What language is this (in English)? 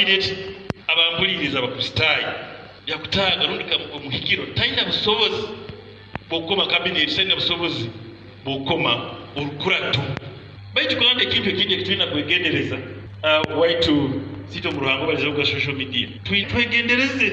Nyoro